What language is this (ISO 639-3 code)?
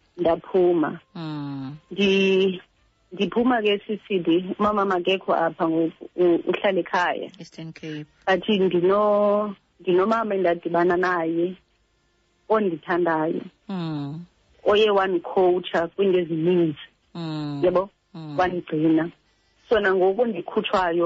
xho